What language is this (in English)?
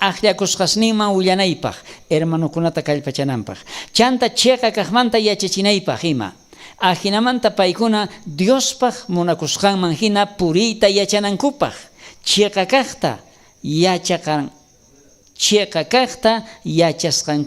South Bolivian Quechua